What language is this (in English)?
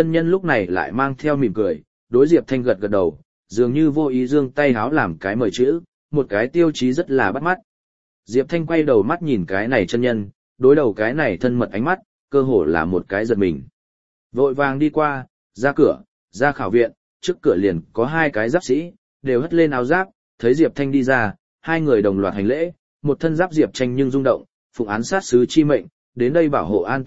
Vietnamese